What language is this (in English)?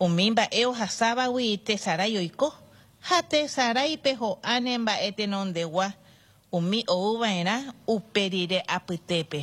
Guarani